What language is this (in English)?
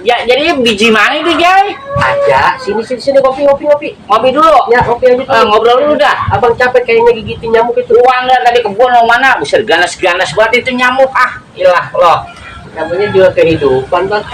Betawi